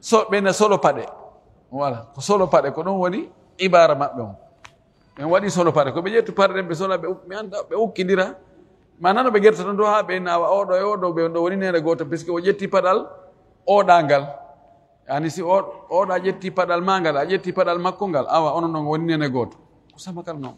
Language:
Fula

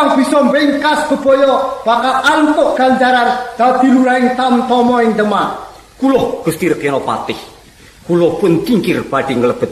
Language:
Javanese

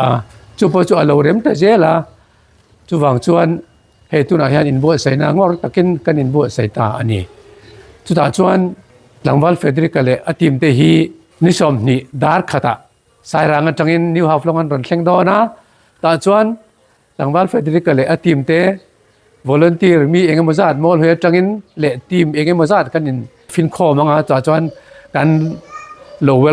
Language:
Hmar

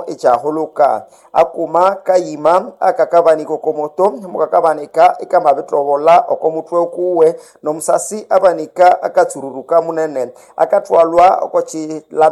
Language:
Nande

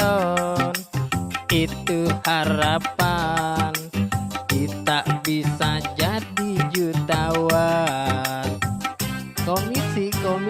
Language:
Betawi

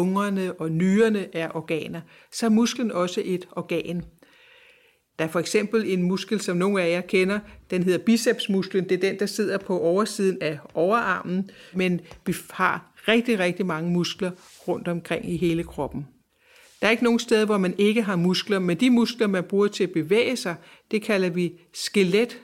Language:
Danish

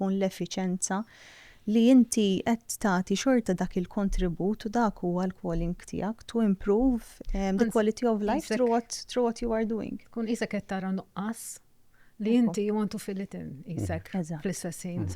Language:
Maltese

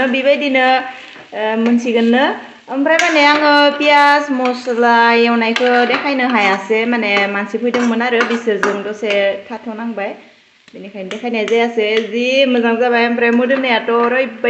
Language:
Bodo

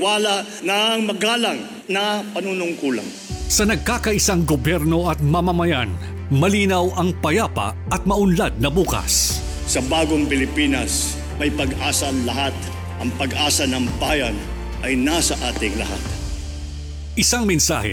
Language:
Filipino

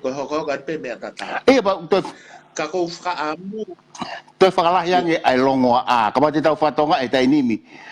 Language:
Tongan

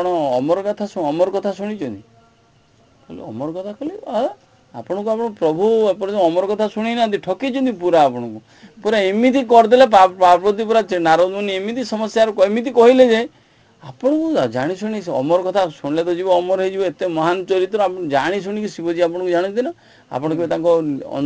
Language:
Odia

